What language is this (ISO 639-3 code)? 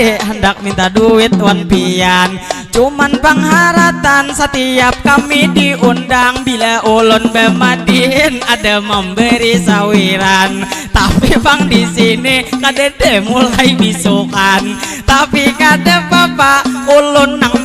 bjn